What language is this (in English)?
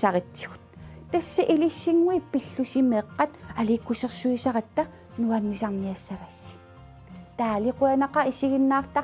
Kalaallisut